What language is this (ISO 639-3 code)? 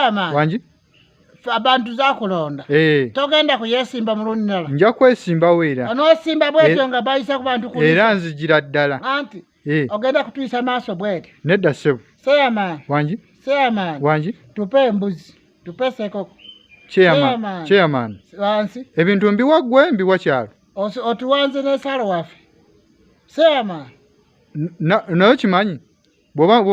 lug